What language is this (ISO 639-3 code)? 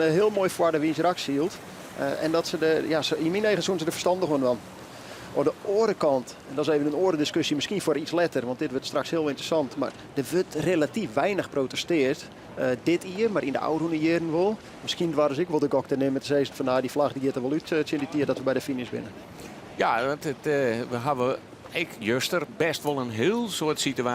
fry